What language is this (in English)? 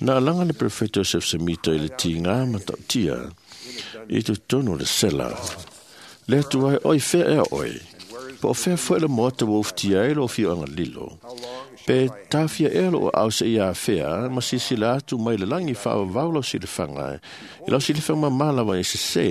Samoan